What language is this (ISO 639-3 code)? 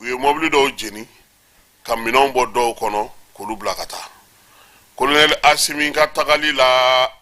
bam